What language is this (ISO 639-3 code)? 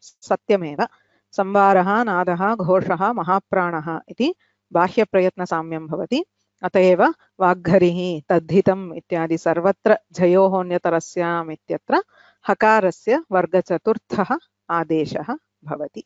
san